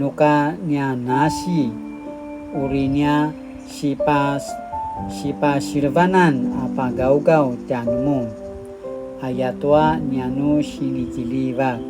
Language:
Paiwan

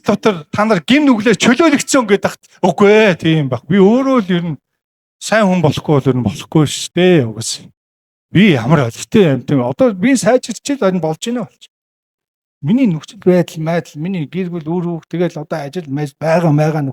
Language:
Mongolian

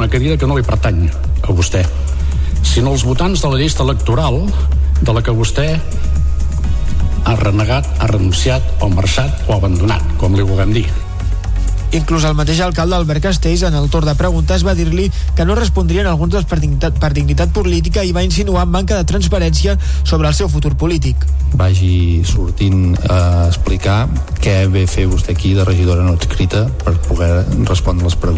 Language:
Catalan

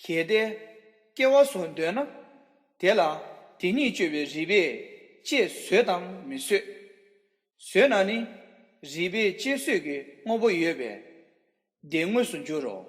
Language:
Tibetan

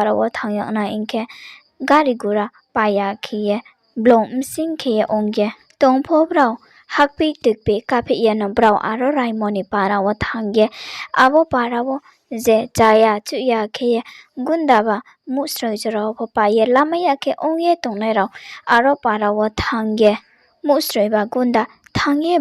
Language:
Riang (India)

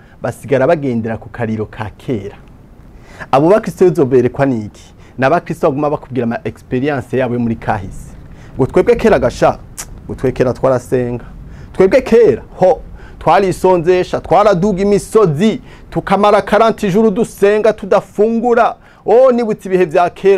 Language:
Rundi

